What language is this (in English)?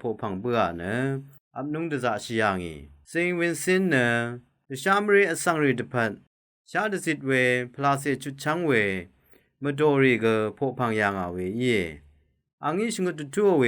Rawang